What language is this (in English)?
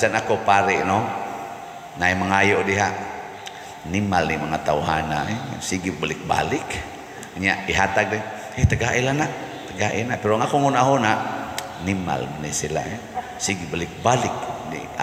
Cebuano